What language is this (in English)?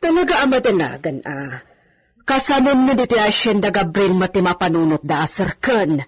Iloko